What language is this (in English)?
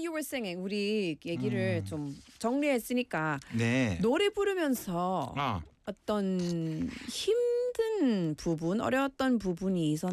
Korean